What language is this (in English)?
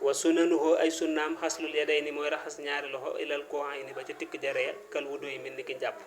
Wolof